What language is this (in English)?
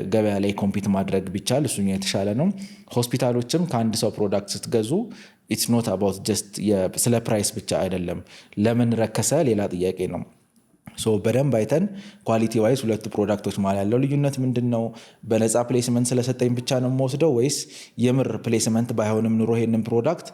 Amharic